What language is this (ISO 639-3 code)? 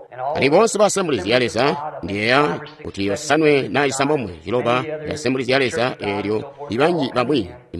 toi